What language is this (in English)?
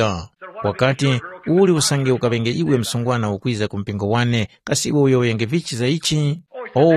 Tumbuka